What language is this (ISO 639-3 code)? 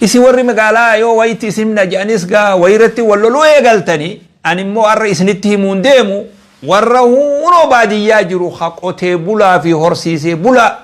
orm